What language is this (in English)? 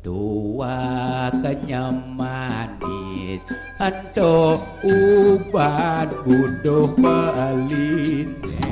Balinese